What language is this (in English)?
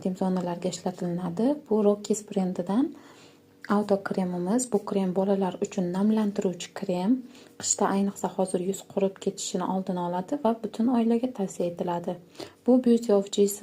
Uzbek